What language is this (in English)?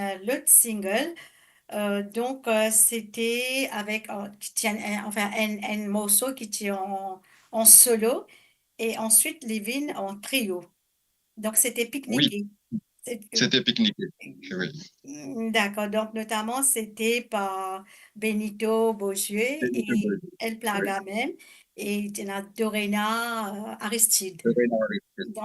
Morisyen